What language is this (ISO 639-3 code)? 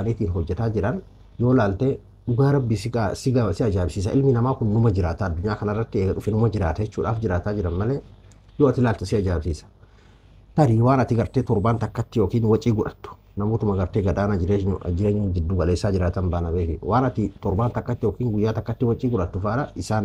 orm